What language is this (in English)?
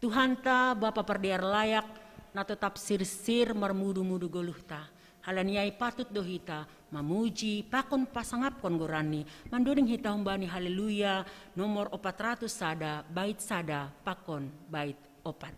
Batak Simalungun